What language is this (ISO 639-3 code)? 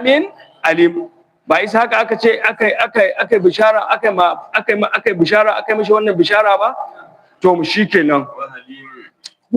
hau